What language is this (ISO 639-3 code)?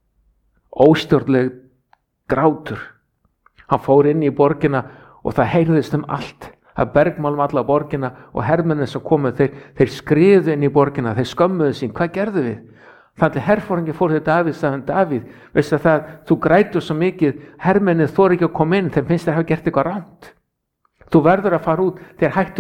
isl